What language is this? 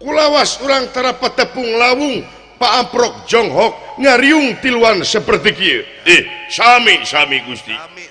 Sundanese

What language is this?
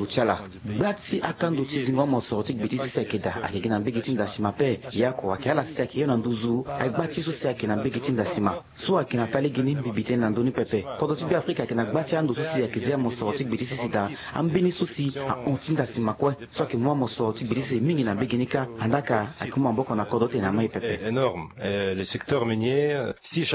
Sango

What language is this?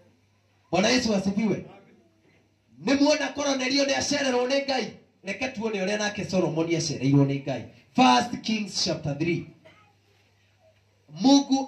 Kikuyu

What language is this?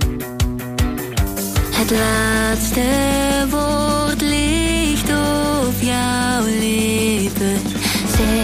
Dutch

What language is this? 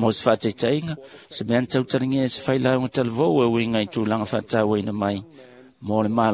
Samoan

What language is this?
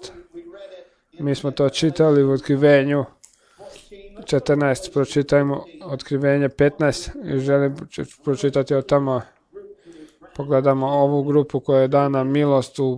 Croatian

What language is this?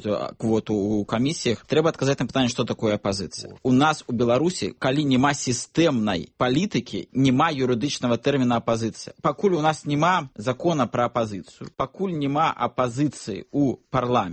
Belarusian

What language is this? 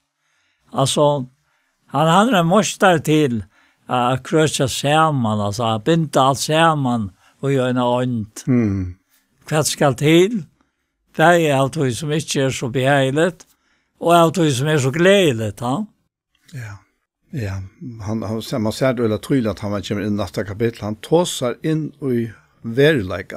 Faroese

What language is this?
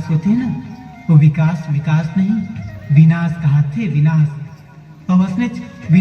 Chhattisgarhi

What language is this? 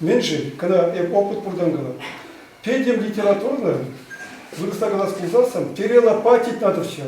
Chuvash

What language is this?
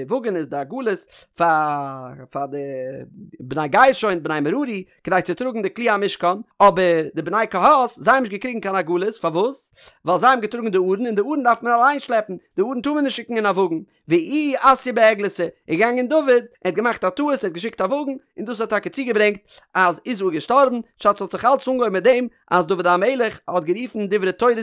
Yiddish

